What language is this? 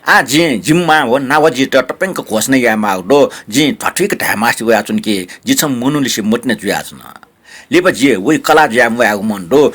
Newari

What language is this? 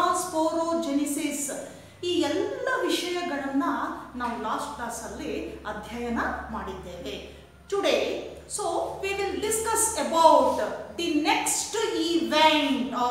Kannada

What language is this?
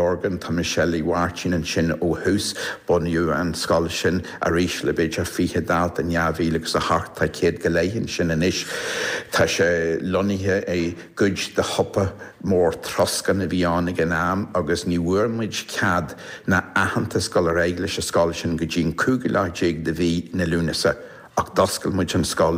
Irish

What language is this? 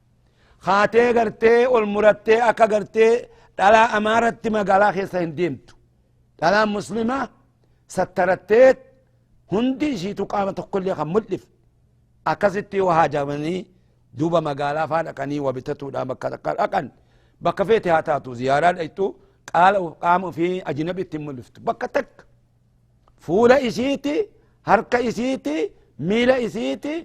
Oromo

